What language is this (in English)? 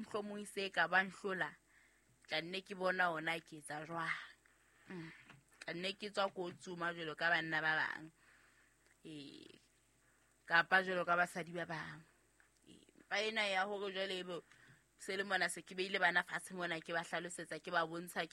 Southern Sotho